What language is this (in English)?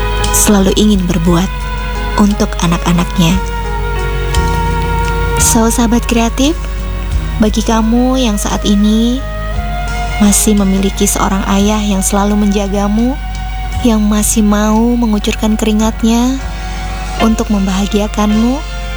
Indonesian